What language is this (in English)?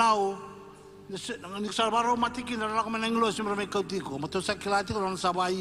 Fijian